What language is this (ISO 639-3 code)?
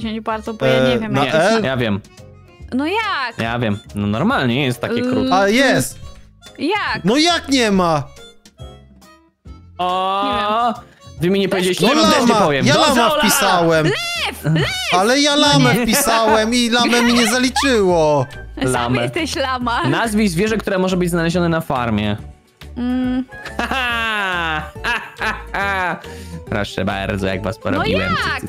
pol